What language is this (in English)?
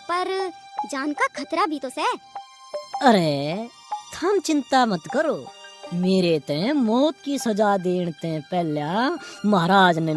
Haryanvi